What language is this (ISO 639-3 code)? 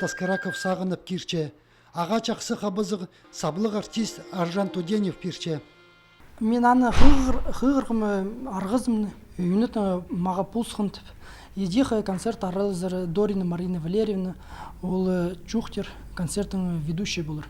kjh